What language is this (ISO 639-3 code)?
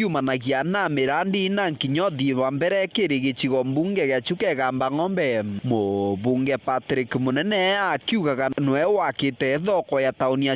mer